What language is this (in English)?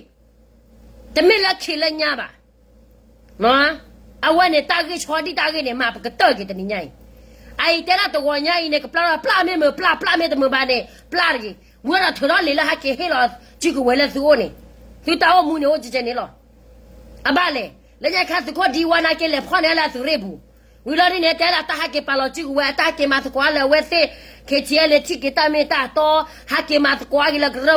S'gaw Karen